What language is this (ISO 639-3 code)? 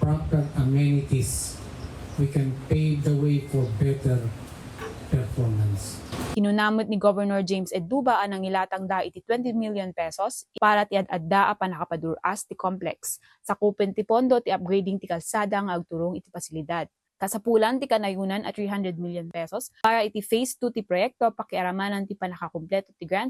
ilo